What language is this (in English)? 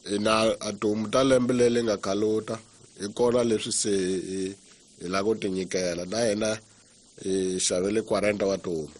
Tsonga